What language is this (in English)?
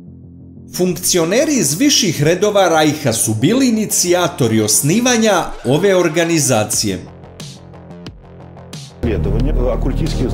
Serbian